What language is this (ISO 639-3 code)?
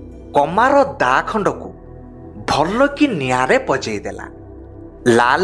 ori